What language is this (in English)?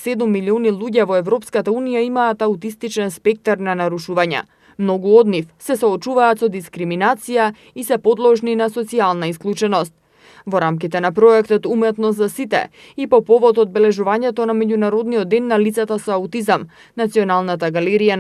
Macedonian